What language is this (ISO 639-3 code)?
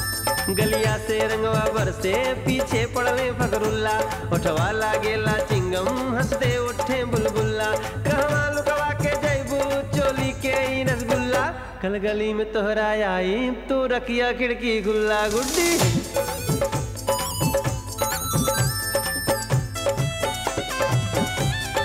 bho